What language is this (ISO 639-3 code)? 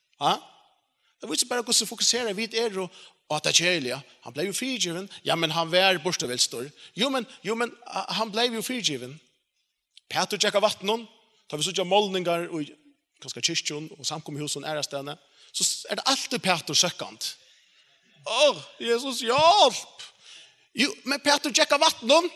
fao